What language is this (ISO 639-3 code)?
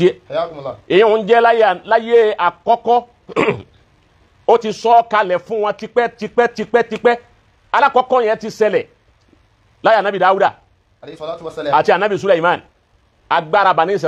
yor